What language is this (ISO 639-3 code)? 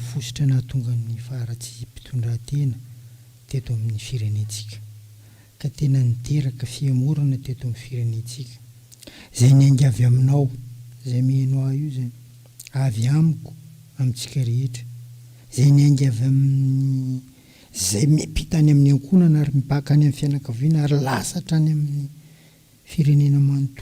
mlg